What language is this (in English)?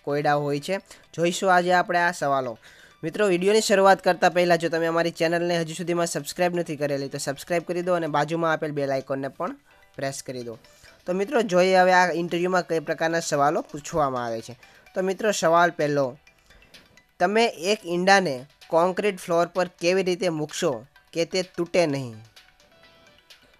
Gujarati